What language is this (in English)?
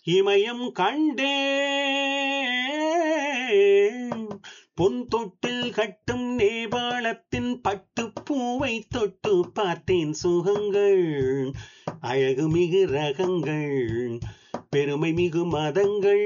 Tamil